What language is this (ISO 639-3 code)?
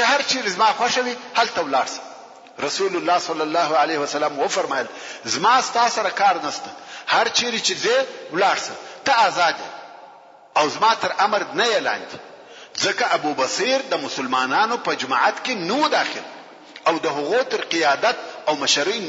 pus